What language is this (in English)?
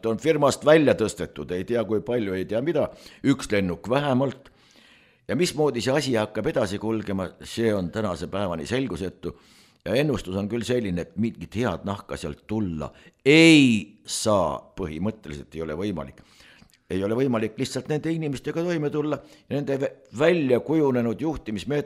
Estonian